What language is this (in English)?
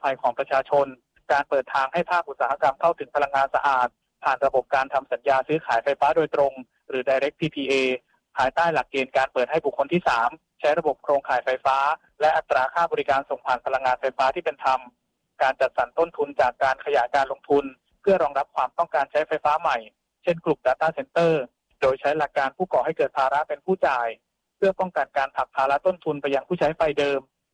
Thai